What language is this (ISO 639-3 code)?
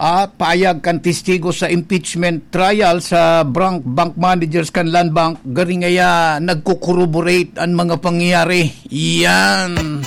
bik